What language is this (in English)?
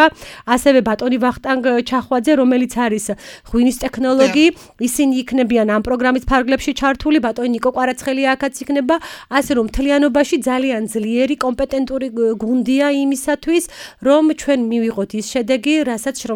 Georgian